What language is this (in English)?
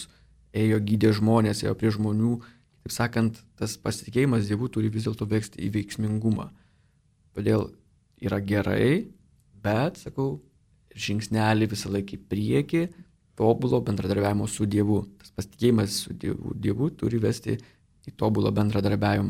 Lithuanian